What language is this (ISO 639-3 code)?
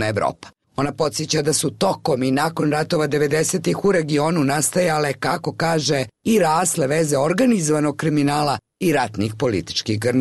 bos